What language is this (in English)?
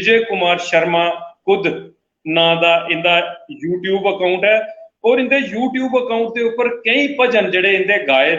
Dogri